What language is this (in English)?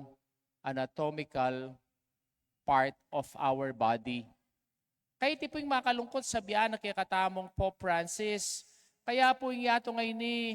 Pampanga